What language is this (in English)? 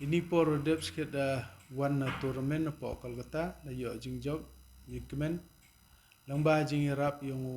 Khasi